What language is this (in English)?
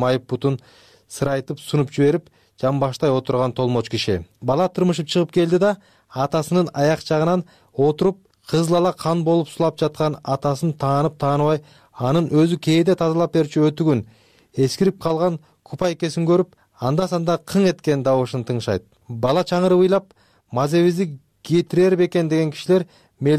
Kyrgyz